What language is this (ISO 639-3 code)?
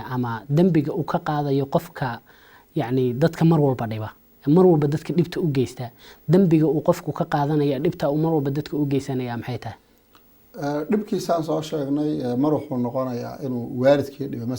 som